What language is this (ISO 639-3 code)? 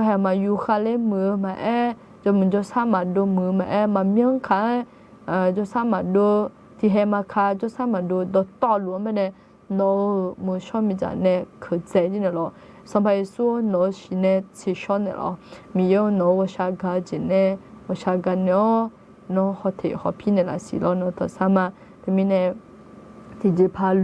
ahk